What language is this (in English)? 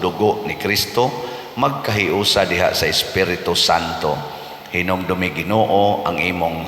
Cebuano